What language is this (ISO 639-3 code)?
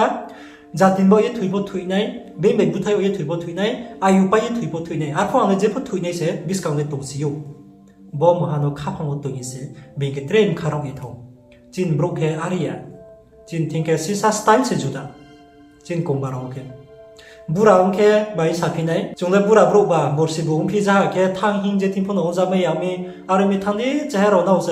ria